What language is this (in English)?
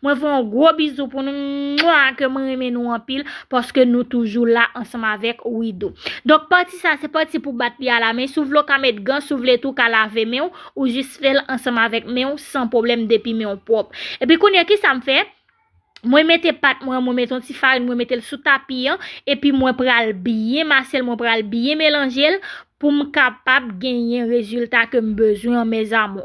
Haitian Creole